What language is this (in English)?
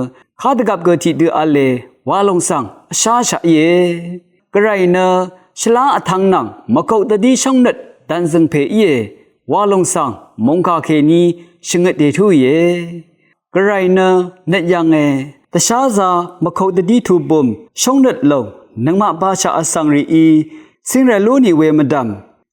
Rawang